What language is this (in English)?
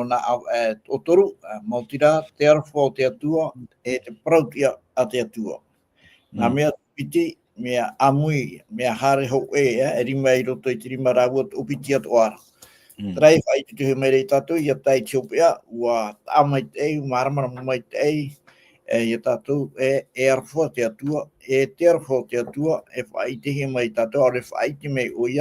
Tahitian